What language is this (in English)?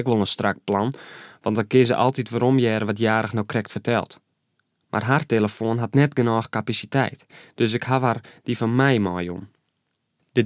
Western Frisian